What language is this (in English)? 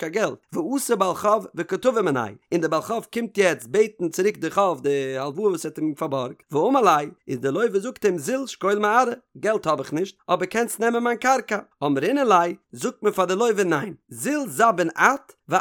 Yiddish